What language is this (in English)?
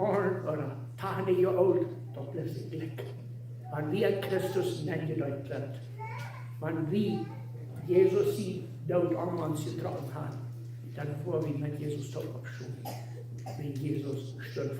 Plautdietsch